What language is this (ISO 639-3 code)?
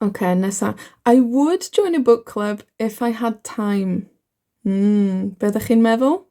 cym